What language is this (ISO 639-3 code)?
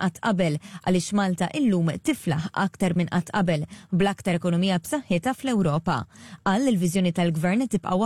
mlt